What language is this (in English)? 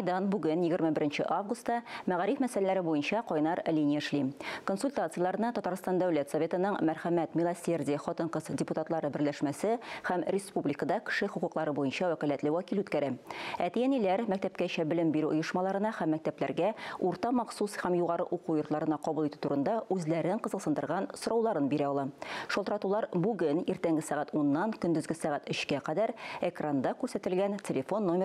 Tatar